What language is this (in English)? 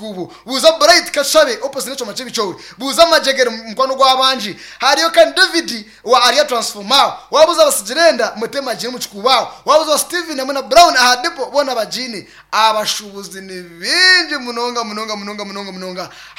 Nyankole